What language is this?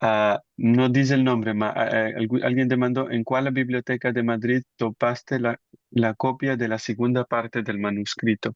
Ladino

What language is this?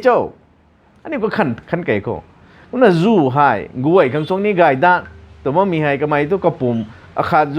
Rongmei Naga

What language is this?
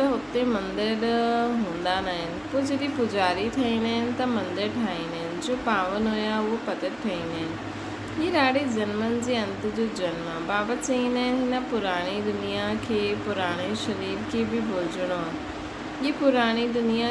Sindhi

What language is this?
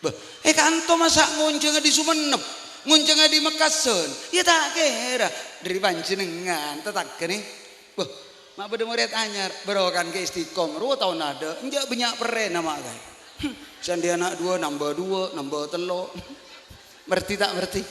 Madurese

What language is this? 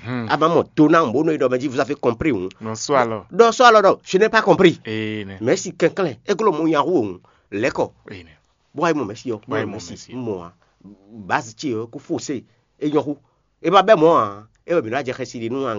Fon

